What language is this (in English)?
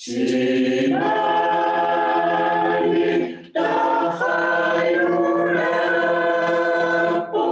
Inuktitut